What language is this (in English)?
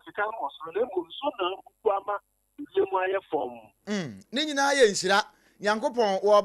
Akan